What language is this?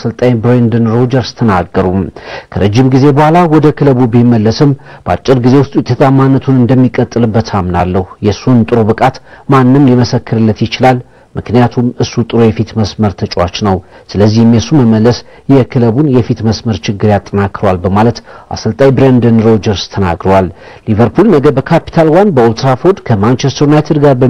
Amharic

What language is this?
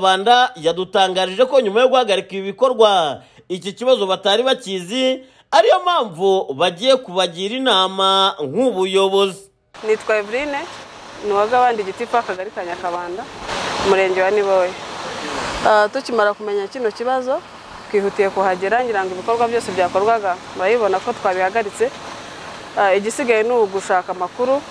Kinyarwanda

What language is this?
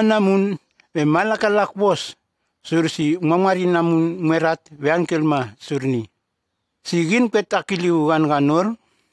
Nume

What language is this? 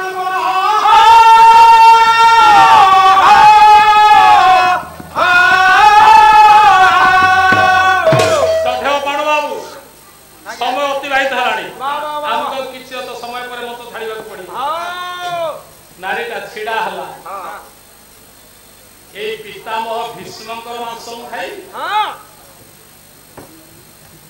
Odia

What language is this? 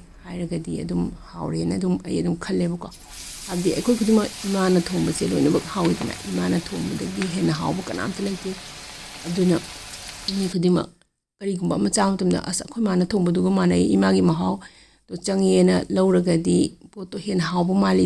Manipuri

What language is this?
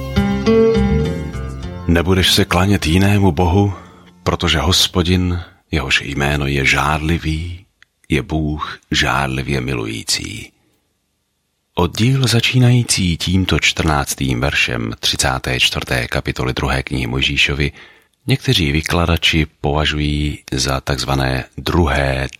Czech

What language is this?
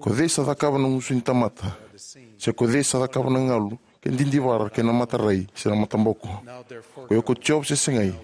Fijian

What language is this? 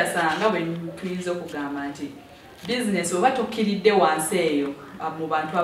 Ganda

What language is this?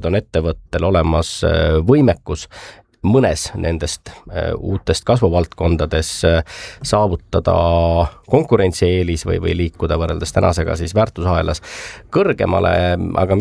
Estonian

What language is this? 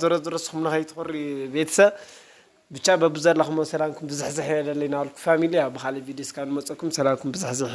Tigrinya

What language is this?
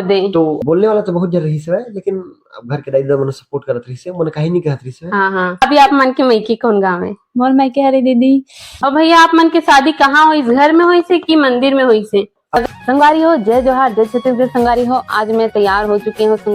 Chhattisgarhi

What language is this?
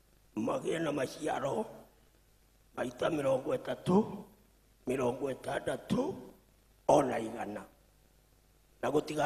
Kikuyu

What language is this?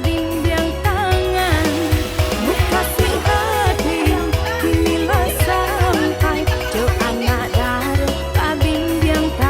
Minangkabau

